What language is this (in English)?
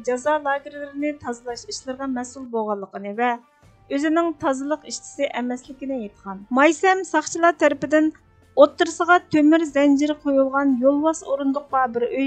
Uyghur